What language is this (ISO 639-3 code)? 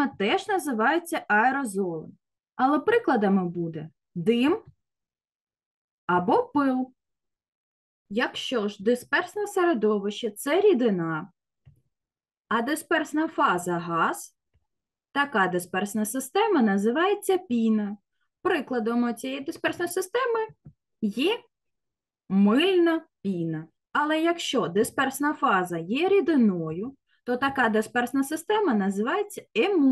ukr